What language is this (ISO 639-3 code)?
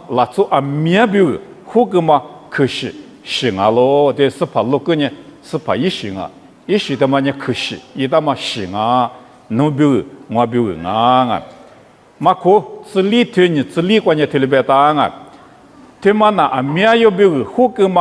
lis